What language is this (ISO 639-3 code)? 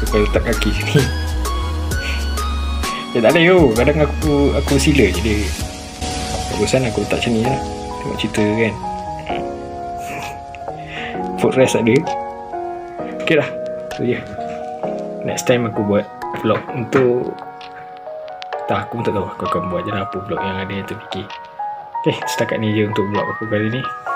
msa